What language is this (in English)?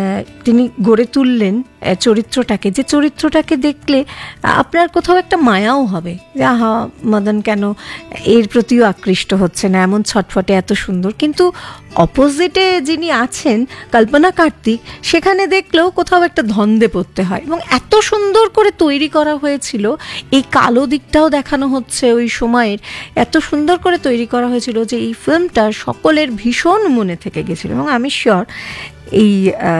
Bangla